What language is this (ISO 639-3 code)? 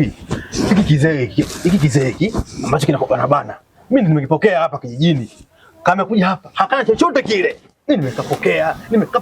swa